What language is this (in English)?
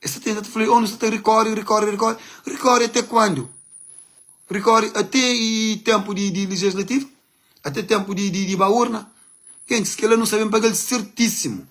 Kabuverdianu